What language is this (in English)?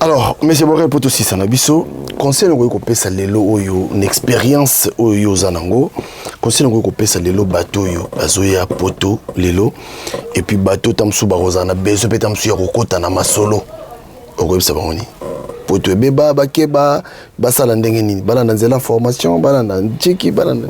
Lingala